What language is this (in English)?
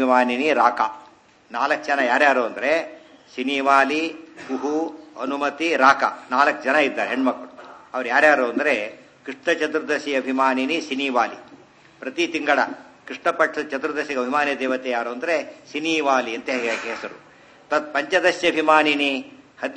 Kannada